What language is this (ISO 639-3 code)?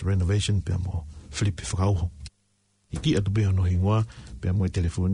ton